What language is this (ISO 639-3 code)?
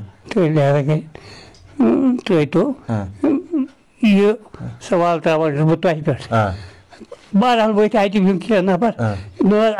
kas